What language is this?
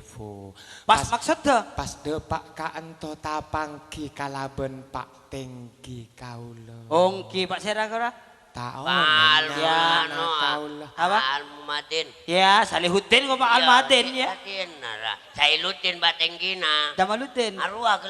Madurese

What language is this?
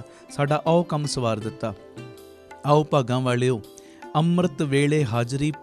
Punjabi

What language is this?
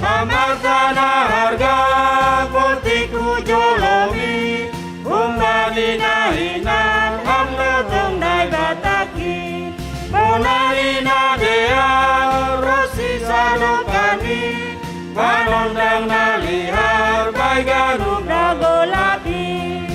Batak Simalungun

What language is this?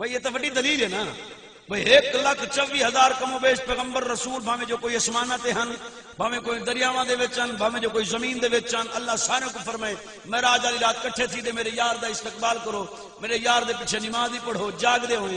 Saraiki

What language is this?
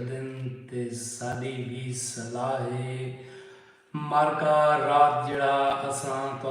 Saraiki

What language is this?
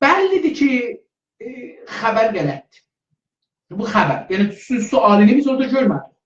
South Azerbaijani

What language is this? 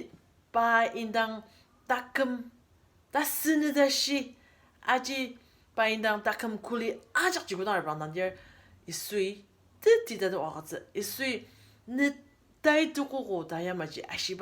Ao Naga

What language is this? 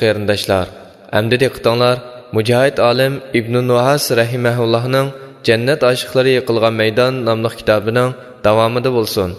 Uyghur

